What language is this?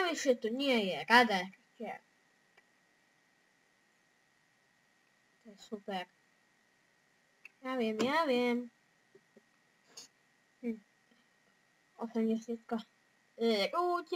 Slovak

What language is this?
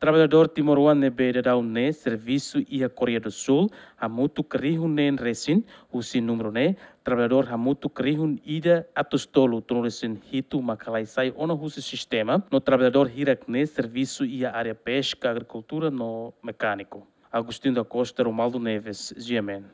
Tetum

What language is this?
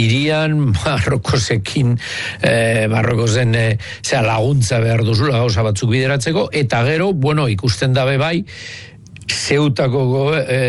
Basque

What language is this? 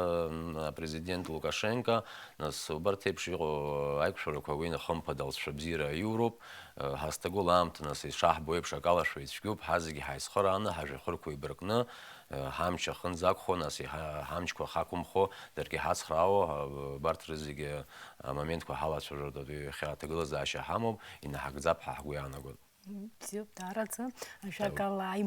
Abkhazian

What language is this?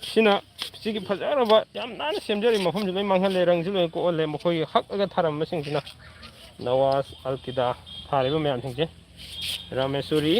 Manipuri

